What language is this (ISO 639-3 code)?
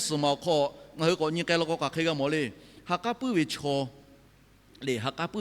lhu